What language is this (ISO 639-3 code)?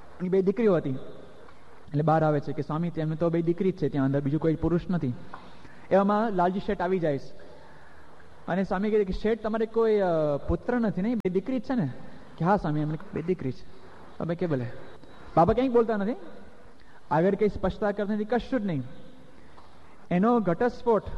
guj